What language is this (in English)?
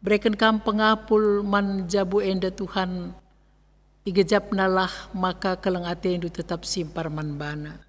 Batak Karo